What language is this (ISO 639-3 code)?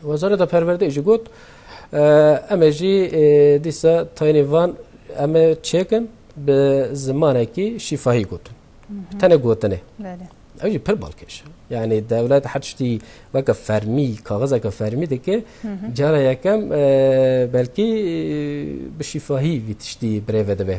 kur